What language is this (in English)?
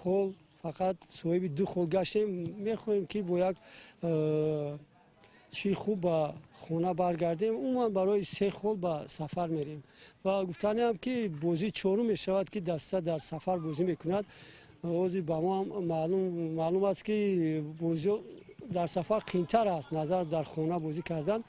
Tajik